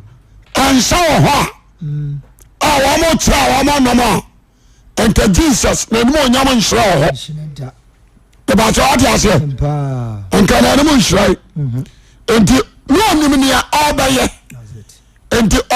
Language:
Akan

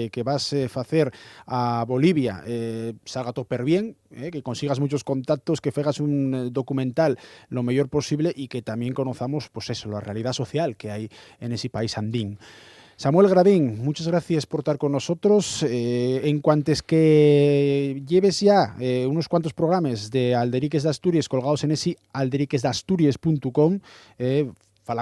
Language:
Asturian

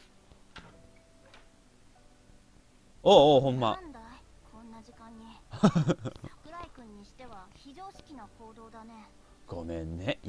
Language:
Japanese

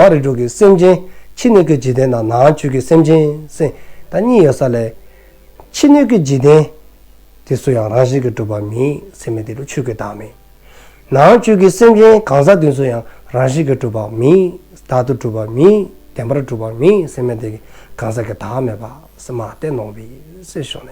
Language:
Dzongkha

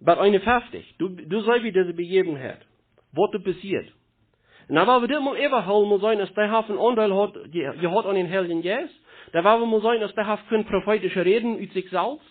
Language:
Plautdietsch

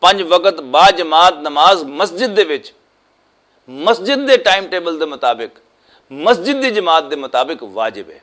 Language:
Western Panjabi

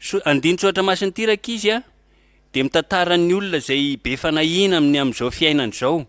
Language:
Malagasy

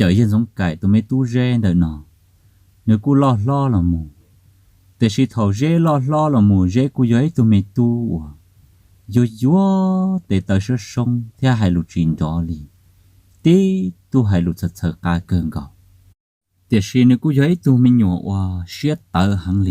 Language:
Hmong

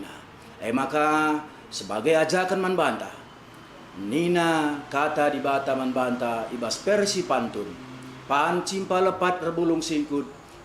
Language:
Batak Karo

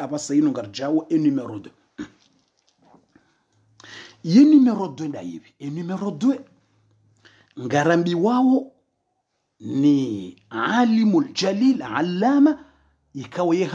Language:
Swahili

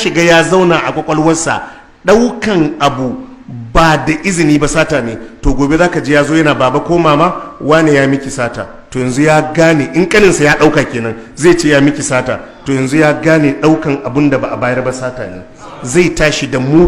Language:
Hausa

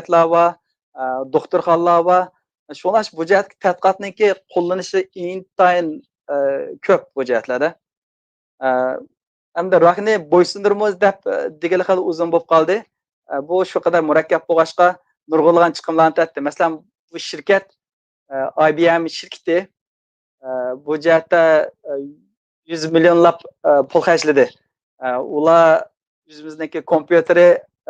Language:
Uyghur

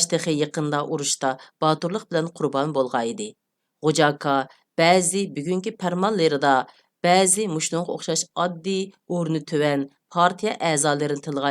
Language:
Uyghur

